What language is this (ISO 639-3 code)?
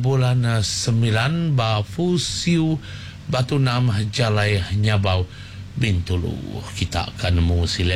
iba